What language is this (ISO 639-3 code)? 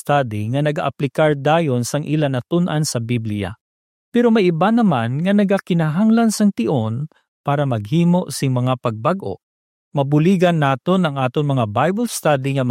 hil